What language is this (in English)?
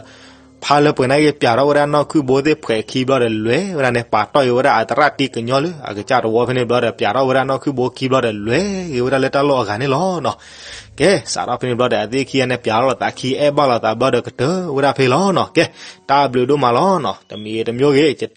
S'gaw Karen